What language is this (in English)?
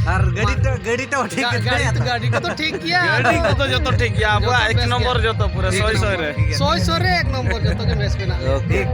Santali